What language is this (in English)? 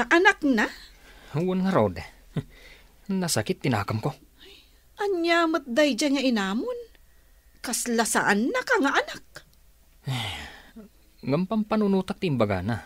Iloko